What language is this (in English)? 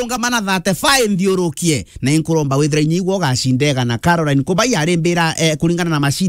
Meru